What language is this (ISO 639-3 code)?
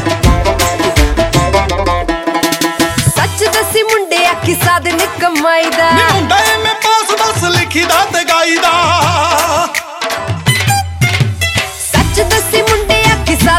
pan